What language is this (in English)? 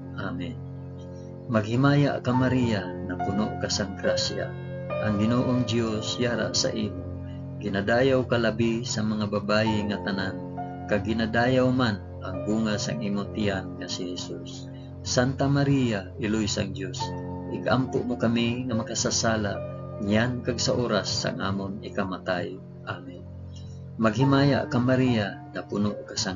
Hiligaynon